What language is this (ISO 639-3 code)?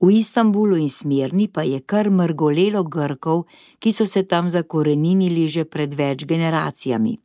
slv